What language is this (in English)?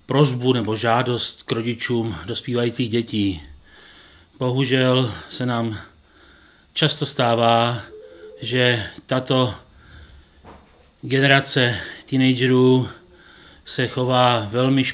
Czech